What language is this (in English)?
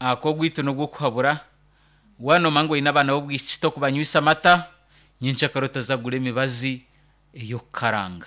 Nyankole